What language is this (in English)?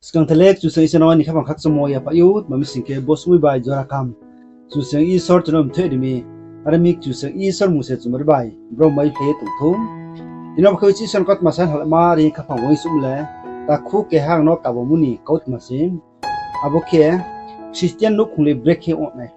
Riang (India)